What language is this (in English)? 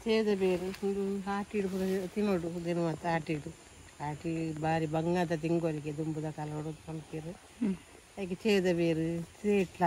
Tulu